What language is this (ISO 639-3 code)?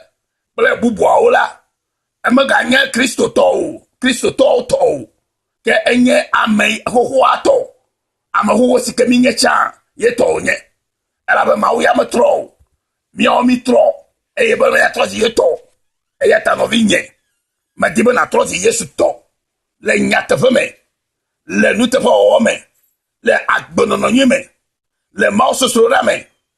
ewe